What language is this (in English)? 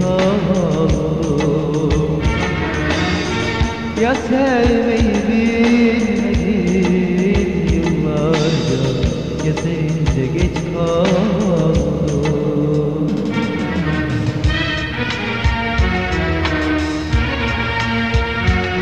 Turkish